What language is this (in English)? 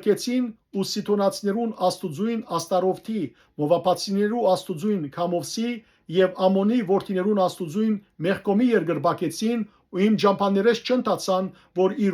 Western Armenian